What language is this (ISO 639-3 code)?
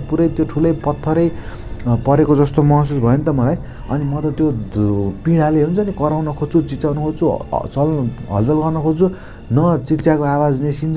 nep